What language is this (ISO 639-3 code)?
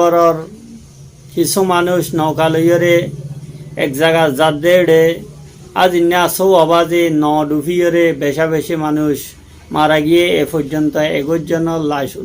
rhg